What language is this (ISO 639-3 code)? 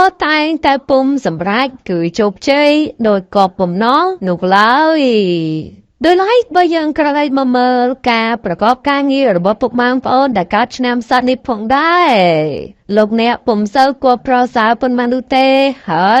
khm